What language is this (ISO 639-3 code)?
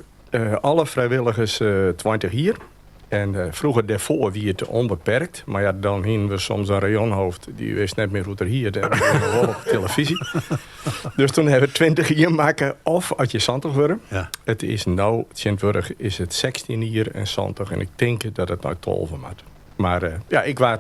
fry